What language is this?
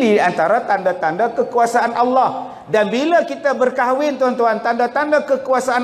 Malay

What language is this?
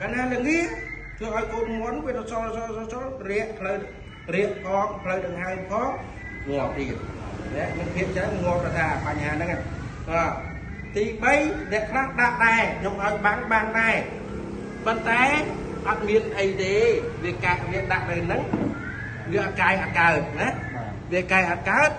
Khmer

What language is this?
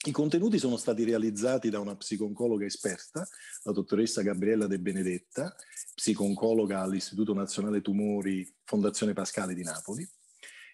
Italian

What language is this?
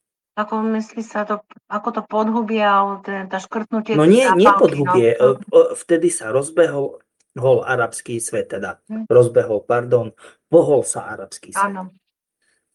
Slovak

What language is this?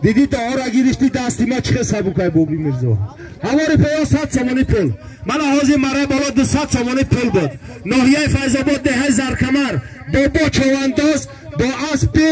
Tajik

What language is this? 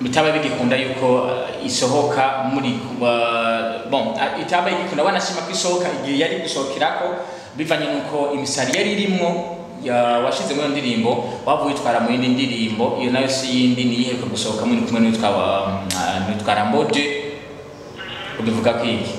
Rundi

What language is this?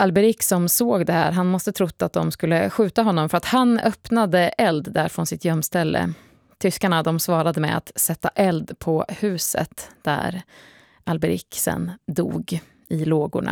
Swedish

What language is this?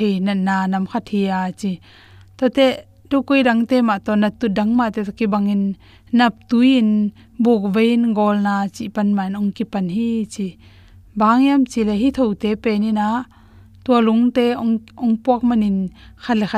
Tedim Chin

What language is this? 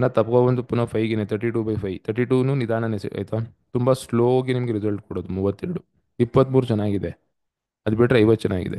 Kannada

